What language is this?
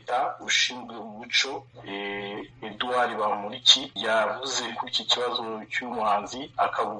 Kinyarwanda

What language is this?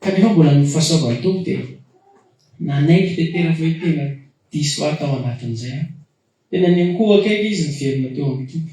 Malagasy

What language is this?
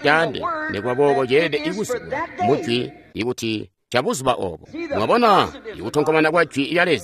Tonga (Zambia)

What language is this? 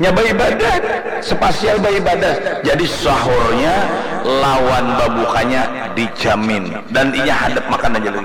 Banjar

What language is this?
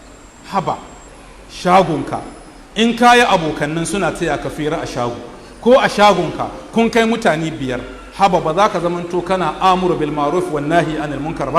Hausa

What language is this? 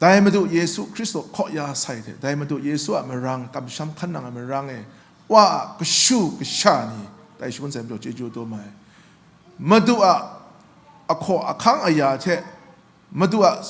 Kachin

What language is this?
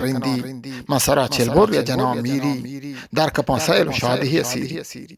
Eastern Balochi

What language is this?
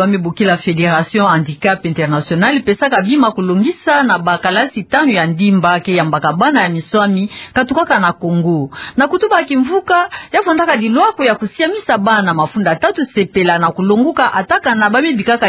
Kituba (Democratic Republic of Congo)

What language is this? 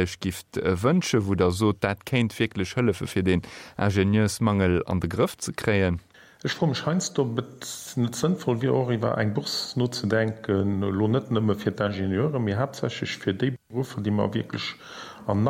Luxembourgish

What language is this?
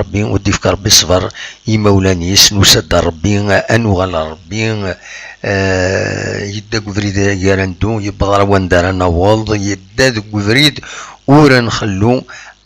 Kabyle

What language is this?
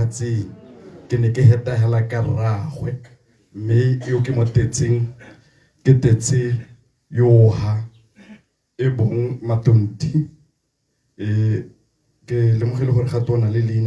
Tswana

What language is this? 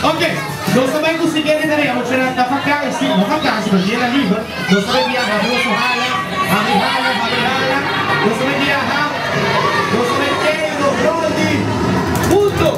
Papiamento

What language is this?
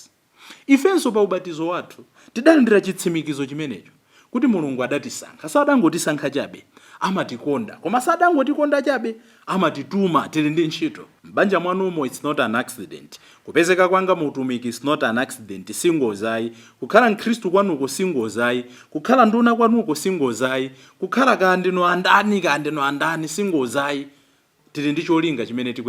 Nyanja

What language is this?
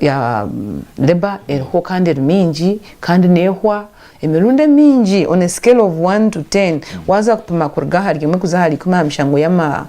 Nyankole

